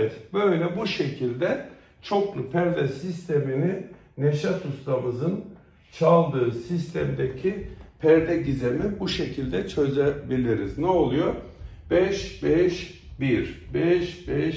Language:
Turkish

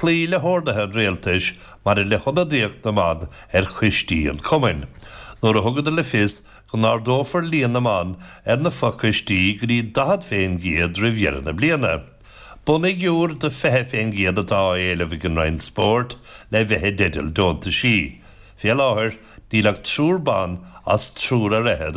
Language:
Irish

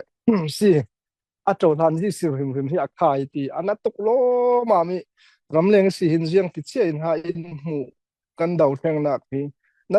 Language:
Falam Chin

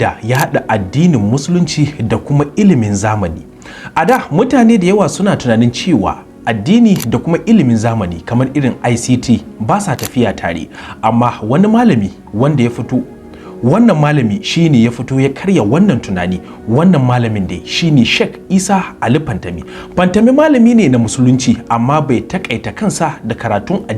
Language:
Hausa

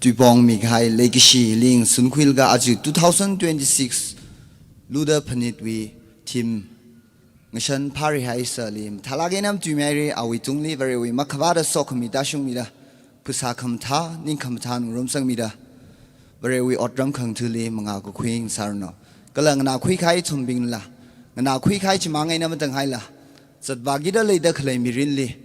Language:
Tangkhul Naga (India)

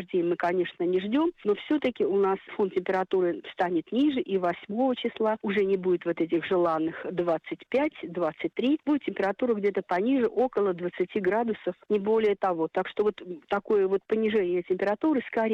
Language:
Russian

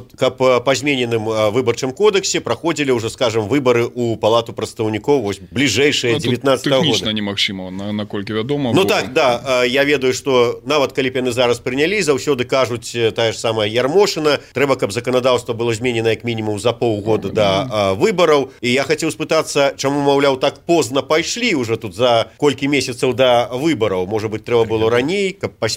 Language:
Belarusian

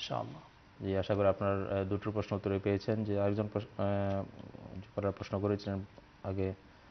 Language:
Bangla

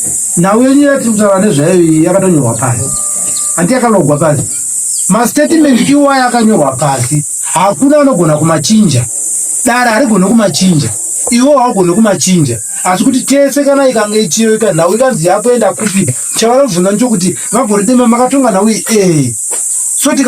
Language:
Shona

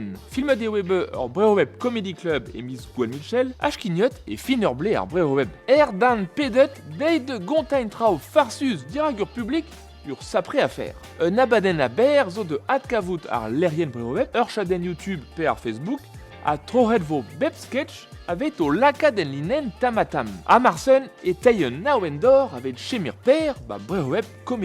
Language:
Breton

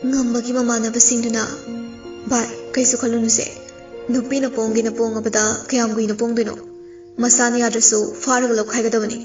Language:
Manipuri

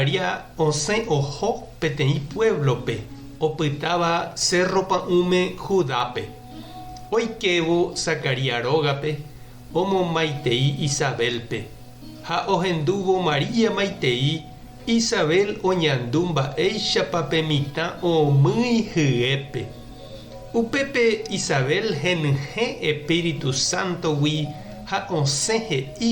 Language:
Guarani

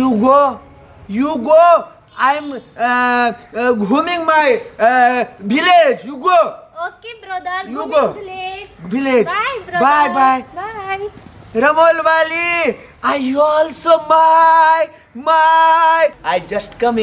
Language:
Maithili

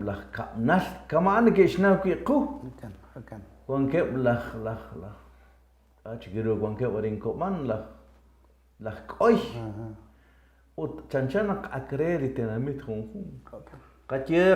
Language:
Kekchí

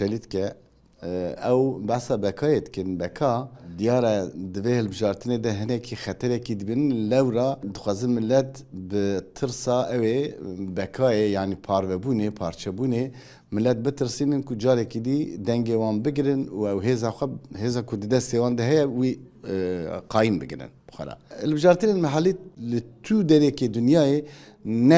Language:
Kurdish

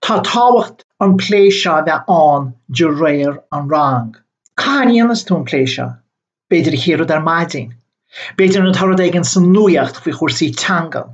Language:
Irish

